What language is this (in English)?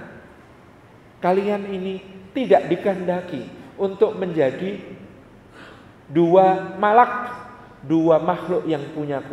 Indonesian